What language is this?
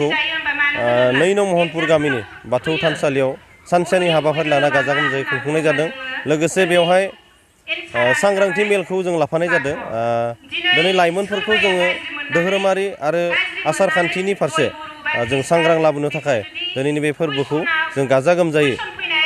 Bodo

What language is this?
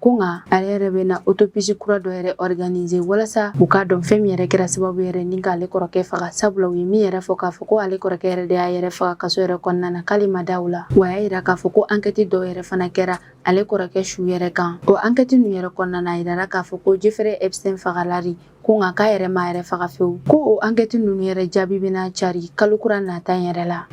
Bambara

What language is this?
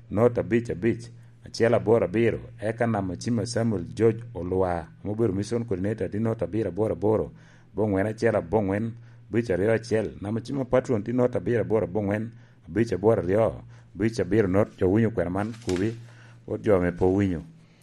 Lango (Uganda)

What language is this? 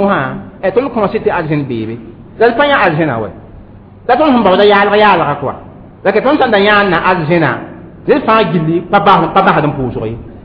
Mossi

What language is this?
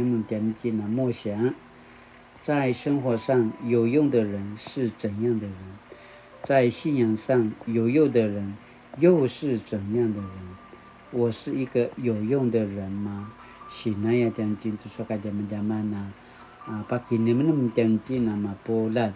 Paiwan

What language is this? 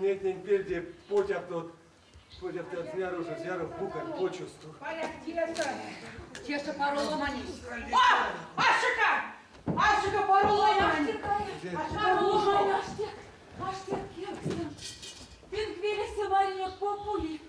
Erzya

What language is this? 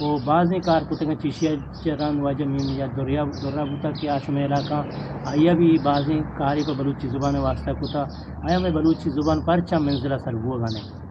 Eastern Balochi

